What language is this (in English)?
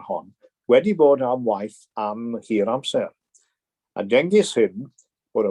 Welsh